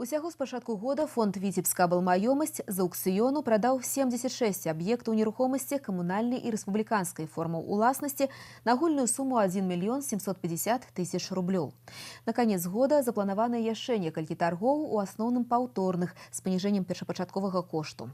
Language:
Belarusian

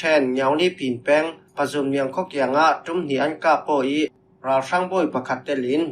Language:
Falam Chin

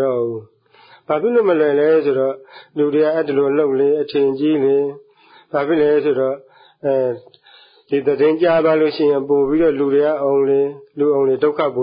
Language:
Burmese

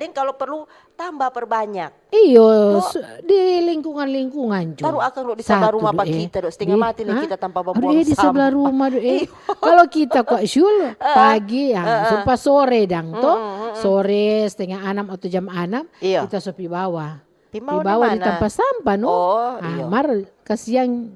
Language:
Manado Malay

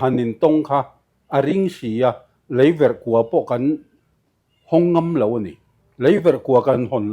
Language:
Mizo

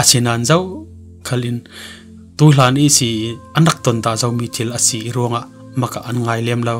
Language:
Falam Chin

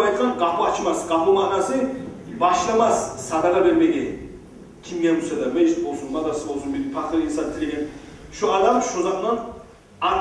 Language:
Kumyk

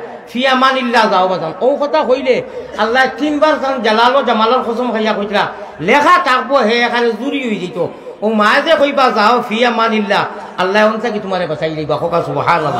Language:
Sylheti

